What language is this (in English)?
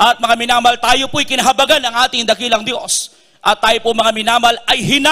Filipino